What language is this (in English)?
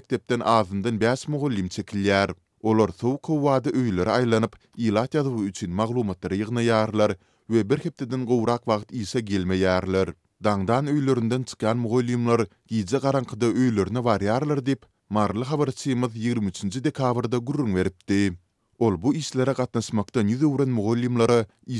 Turkmen